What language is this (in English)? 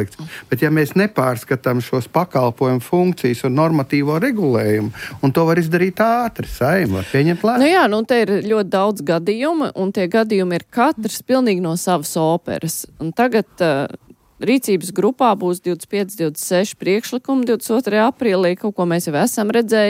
Latvian